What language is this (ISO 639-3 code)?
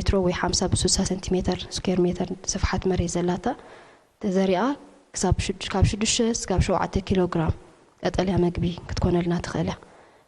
tir